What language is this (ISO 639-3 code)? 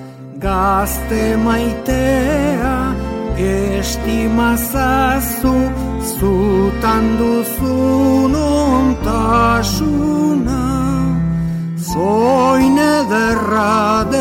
eus